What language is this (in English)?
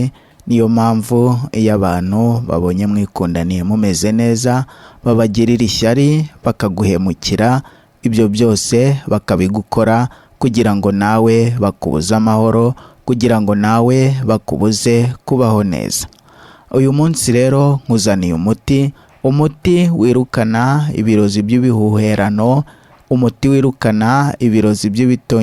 Kinyarwanda